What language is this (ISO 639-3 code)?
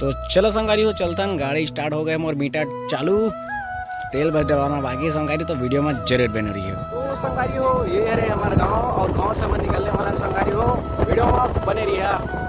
hne